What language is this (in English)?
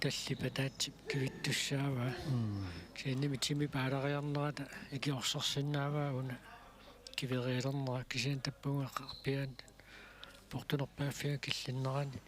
Kalaallisut